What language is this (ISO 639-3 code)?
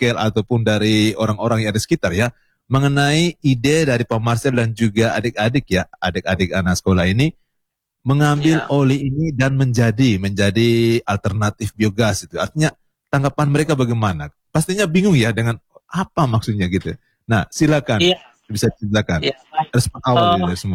ind